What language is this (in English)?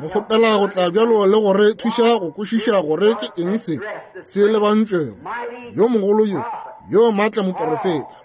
Northern Sotho